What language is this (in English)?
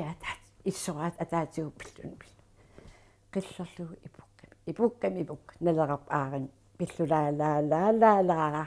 Kalaallisut